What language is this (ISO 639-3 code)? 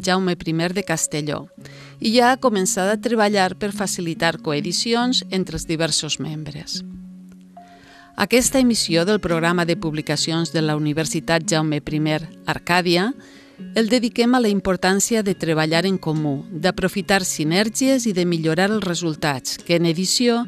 cat